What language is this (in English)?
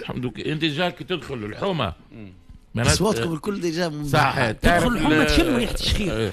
Tunisian Arabic